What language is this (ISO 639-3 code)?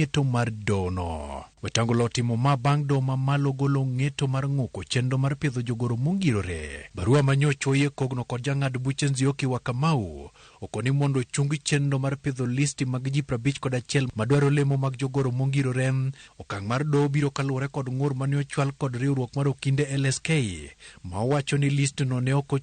luo